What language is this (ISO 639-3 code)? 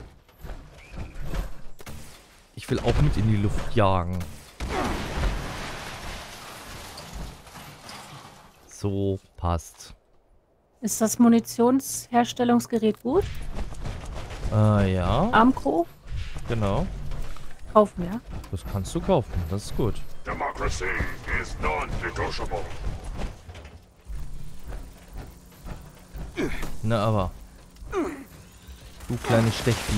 deu